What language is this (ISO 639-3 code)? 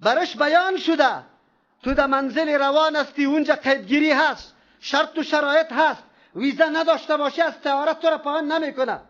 fas